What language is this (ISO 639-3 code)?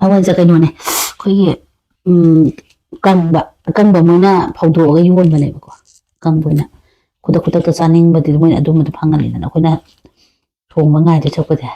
mni